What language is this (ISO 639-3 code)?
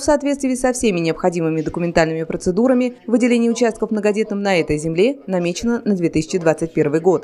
rus